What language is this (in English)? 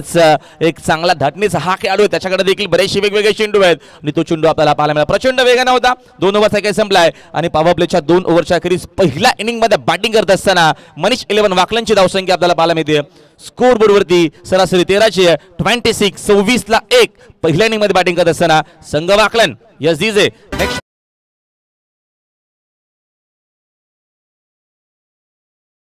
Marathi